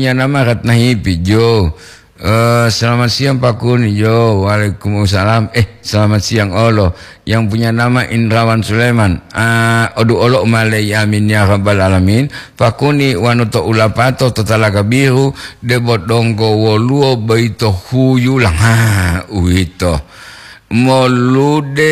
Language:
Gorontalo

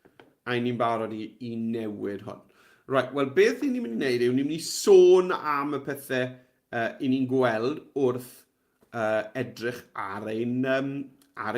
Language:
Welsh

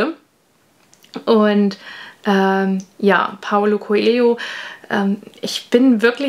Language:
German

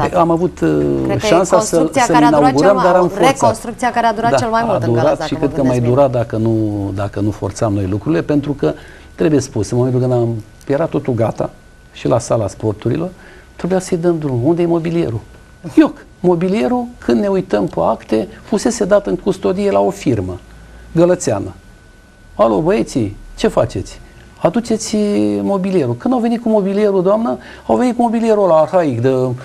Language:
Romanian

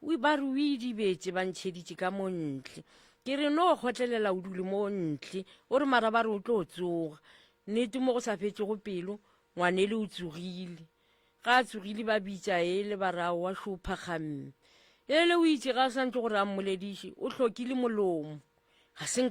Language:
Northern Sotho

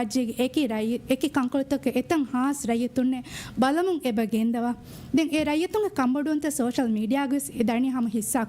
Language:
Divehi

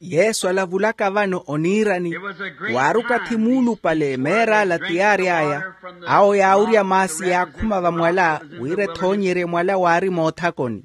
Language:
Makhuwa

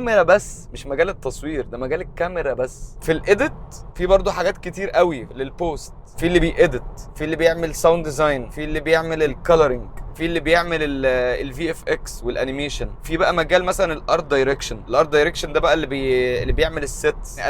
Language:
Egyptian Arabic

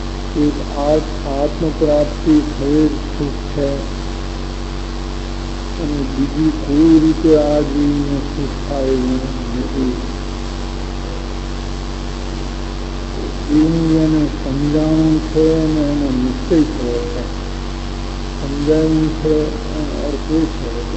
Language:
Gujarati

